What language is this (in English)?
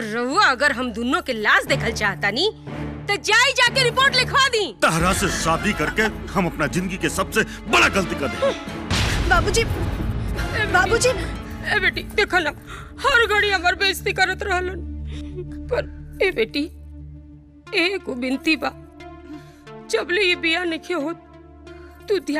Bhojpuri